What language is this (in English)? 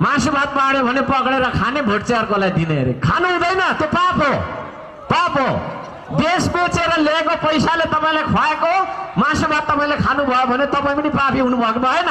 Nepali